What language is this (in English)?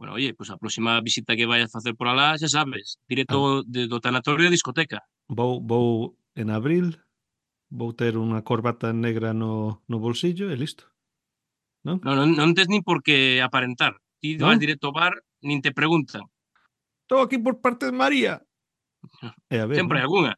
Galician